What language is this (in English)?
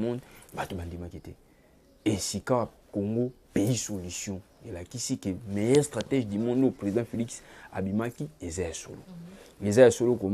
Lingala